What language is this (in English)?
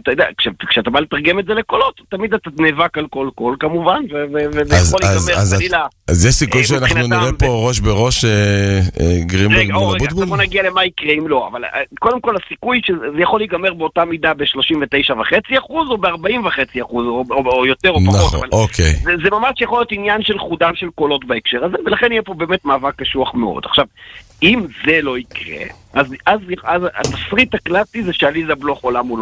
Hebrew